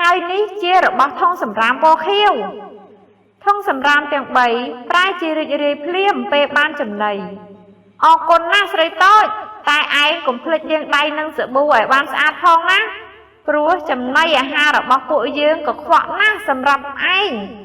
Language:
Khmer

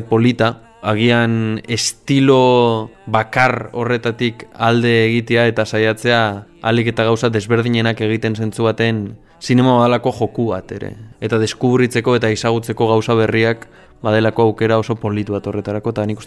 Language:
Basque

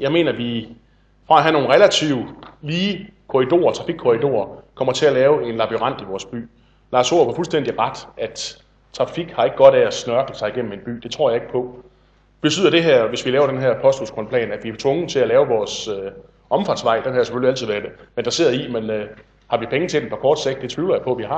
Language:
Danish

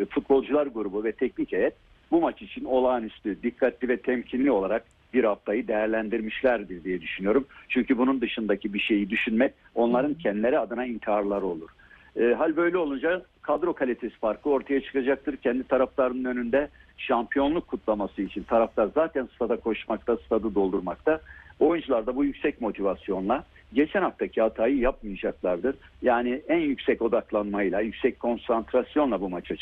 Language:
Turkish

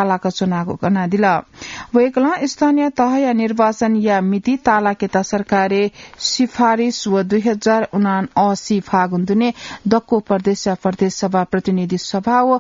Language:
Newari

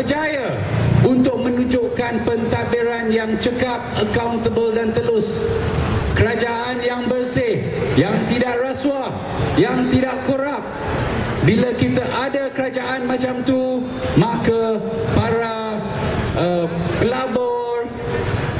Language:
Malay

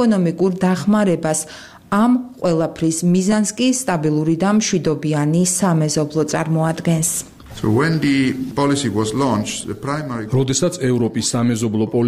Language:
Georgian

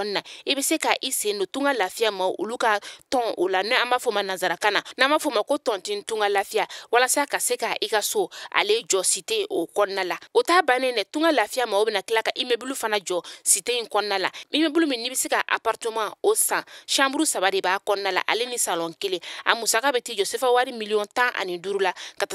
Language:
Bambara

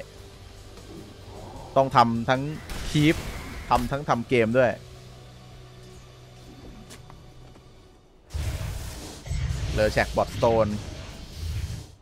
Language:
Thai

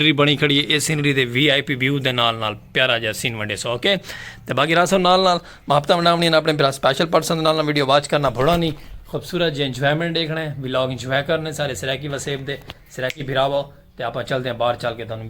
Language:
Saraiki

